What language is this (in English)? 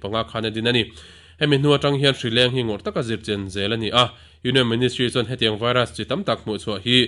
Mizo